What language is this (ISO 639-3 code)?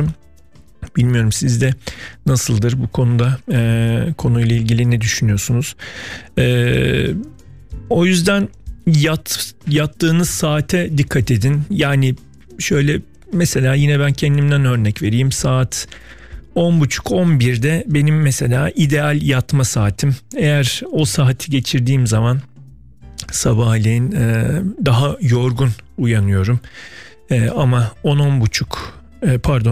tur